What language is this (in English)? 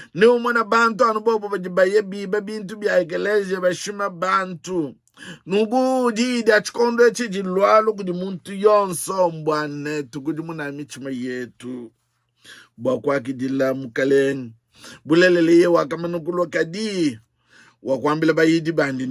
Luba-Lulua